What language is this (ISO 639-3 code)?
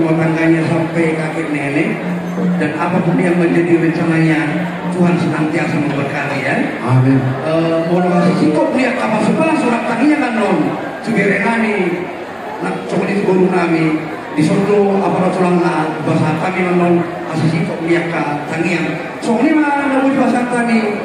bbc